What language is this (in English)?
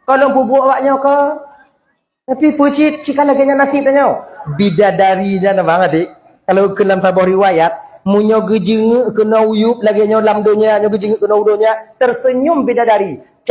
Achinese